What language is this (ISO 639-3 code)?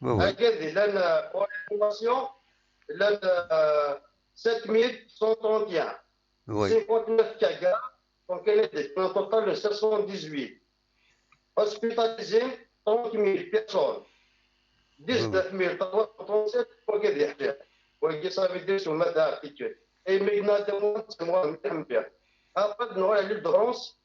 kab